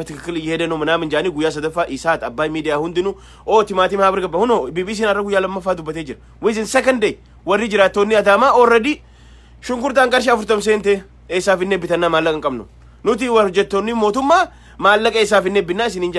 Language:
Oromo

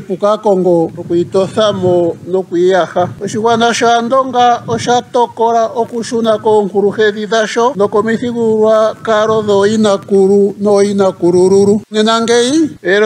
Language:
Ndonga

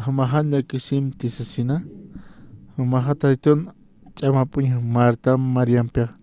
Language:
Aymara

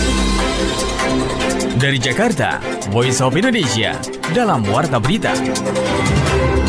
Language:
Indonesian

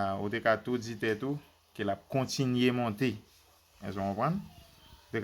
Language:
Haitian Creole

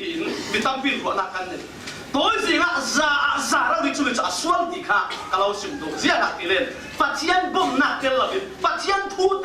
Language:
Falam Chin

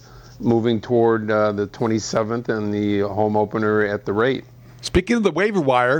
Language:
English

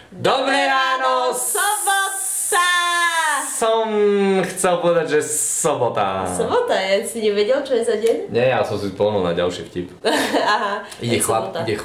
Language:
Slovak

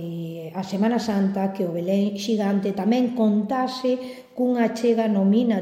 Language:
Galician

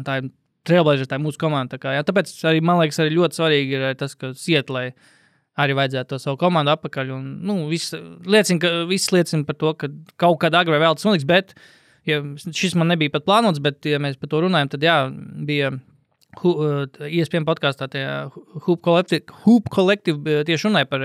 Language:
Latvian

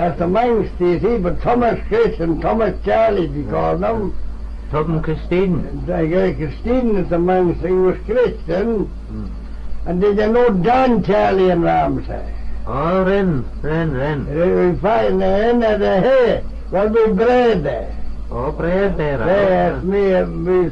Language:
Manx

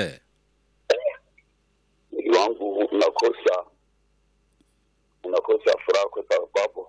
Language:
Swahili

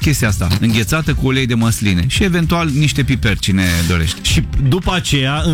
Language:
Romanian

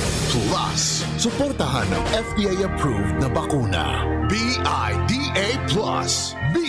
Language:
Bikol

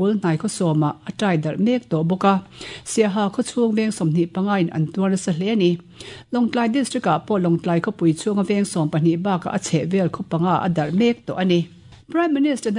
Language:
Mizo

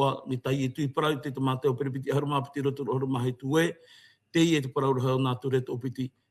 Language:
Tahitian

